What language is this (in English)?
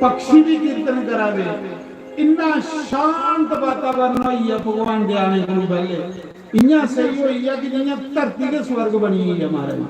Dogri